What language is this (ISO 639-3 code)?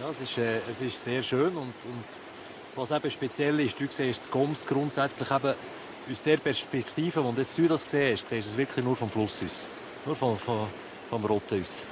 gsw